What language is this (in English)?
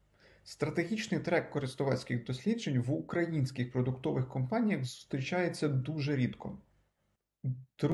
Ukrainian